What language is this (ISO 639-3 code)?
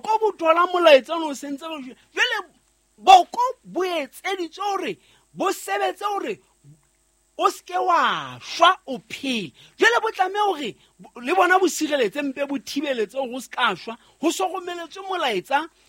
sot